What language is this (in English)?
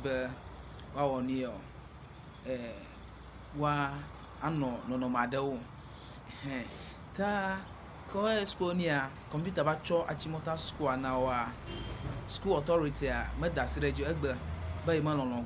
Ewe